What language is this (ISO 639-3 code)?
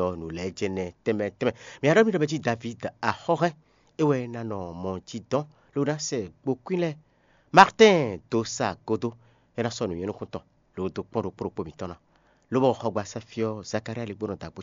fon